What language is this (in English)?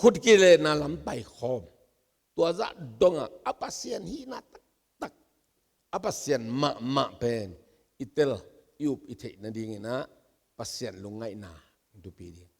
Tedim Chin